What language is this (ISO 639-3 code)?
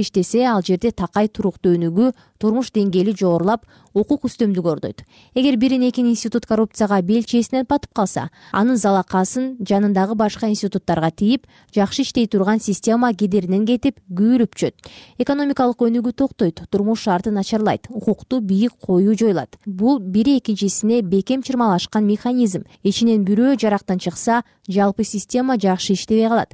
kir